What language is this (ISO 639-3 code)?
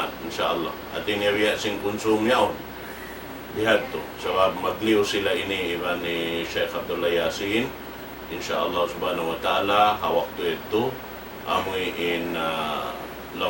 tsg